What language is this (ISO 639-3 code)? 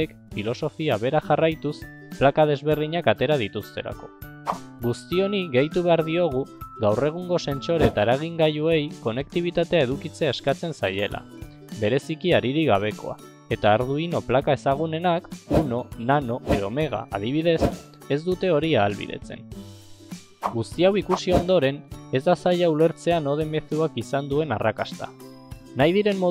eus